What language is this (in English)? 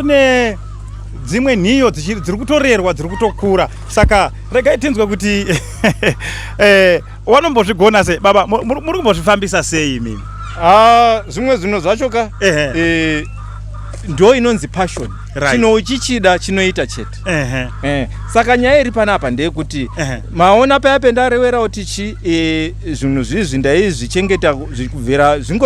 Shona